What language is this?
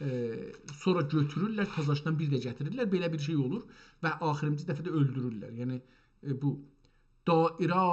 South Azerbaijani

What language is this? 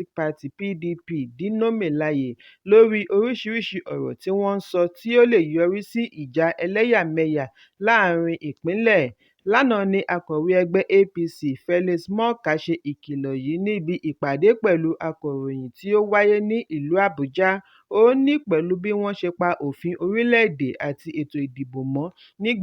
Yoruba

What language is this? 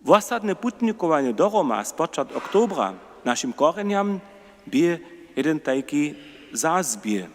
Upper Sorbian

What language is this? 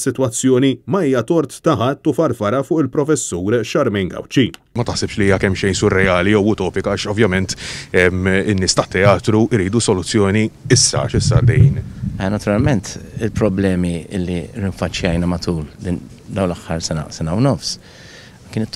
Maltese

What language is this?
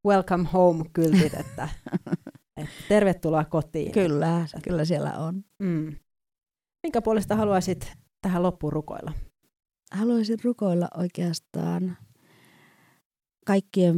Finnish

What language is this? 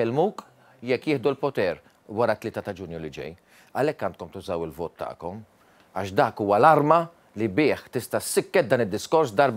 Maltese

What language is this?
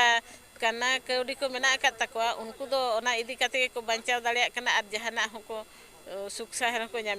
Santali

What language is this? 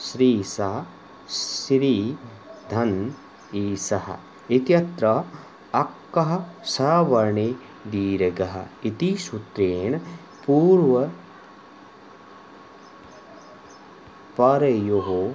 Sanskrit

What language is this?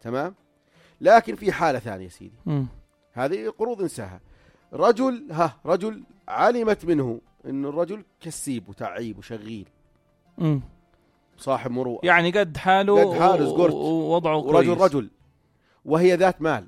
North Levantine Arabic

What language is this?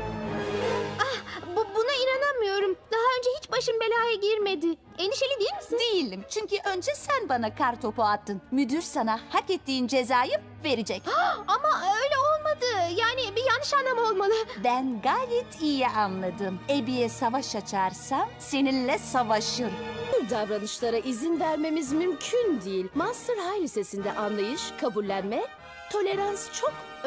Turkish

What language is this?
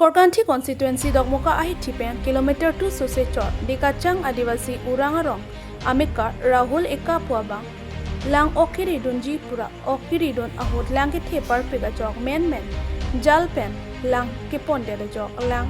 Karbi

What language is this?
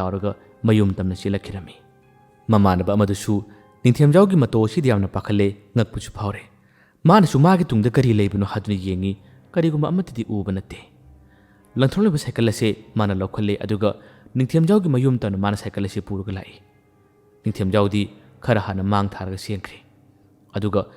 Manipuri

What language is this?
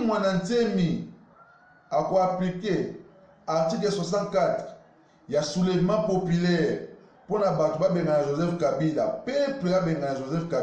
Lingala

